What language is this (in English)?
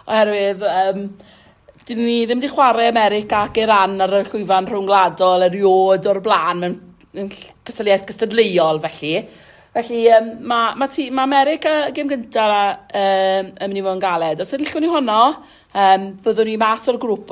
Welsh